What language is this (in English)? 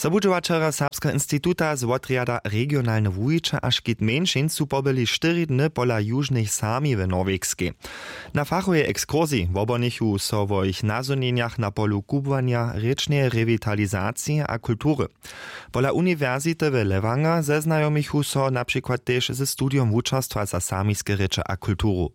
Upper Sorbian